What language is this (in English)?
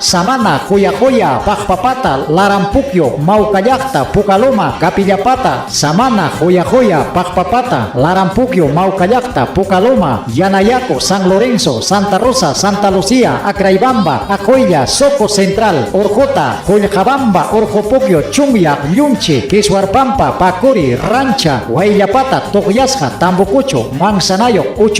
Ayacucho Quechua